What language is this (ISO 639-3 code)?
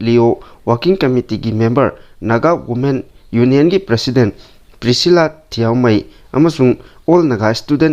mni